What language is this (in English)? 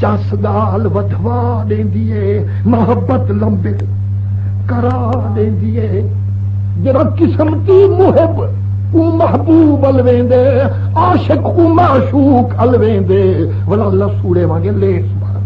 Saraiki